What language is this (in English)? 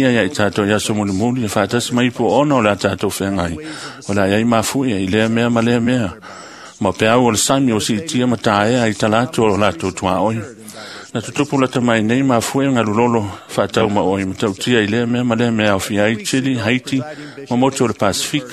Samoan